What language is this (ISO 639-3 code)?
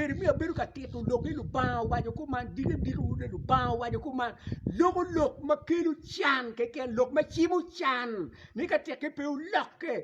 ach